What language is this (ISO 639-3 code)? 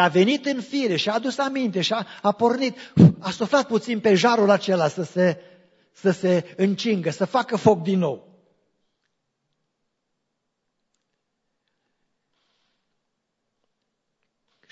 ron